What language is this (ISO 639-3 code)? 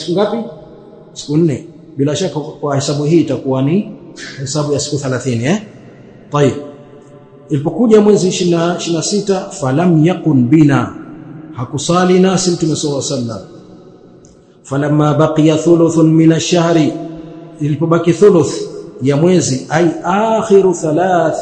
swa